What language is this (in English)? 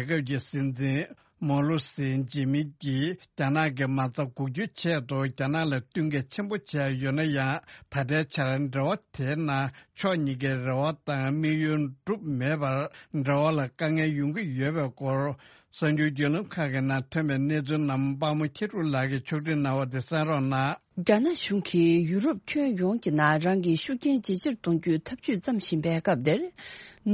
Tibetan